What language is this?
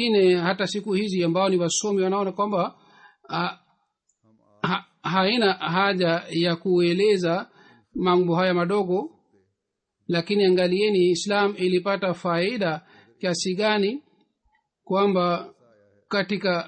Swahili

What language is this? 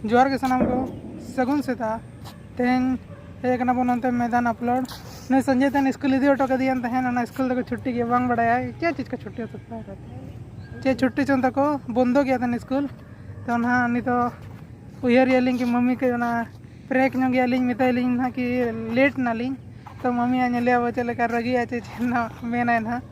Santali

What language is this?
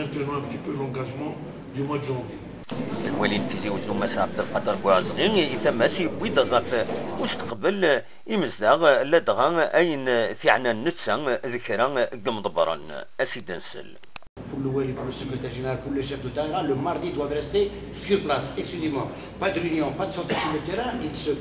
Kabyle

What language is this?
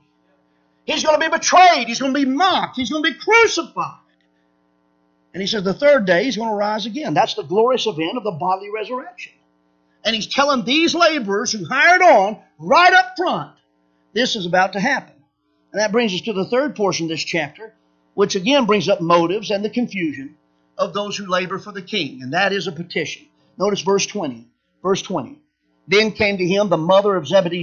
English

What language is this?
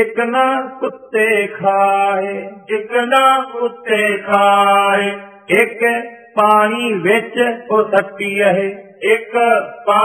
Punjabi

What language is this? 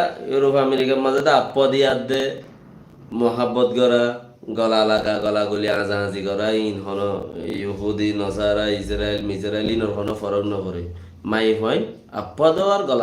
Rohingya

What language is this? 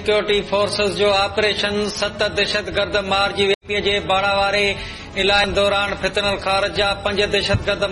Sindhi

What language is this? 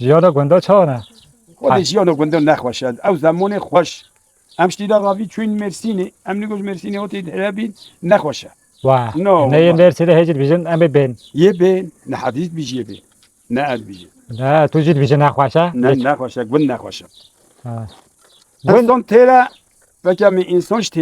Kurdish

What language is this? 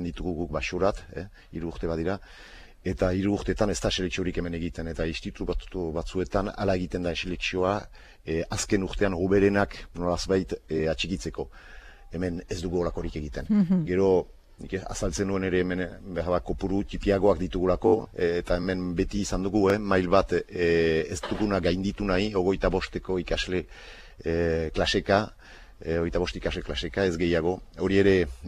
Basque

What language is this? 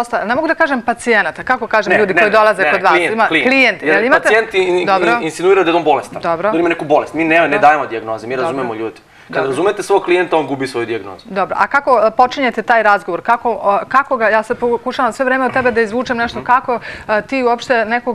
Serbian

